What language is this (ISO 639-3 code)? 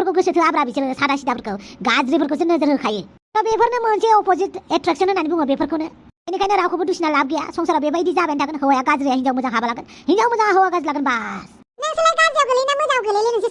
brx